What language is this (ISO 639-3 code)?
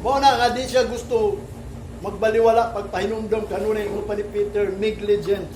ceb